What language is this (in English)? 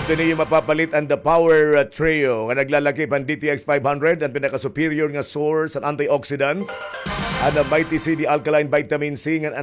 Waray